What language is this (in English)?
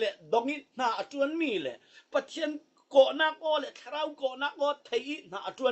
Falam Chin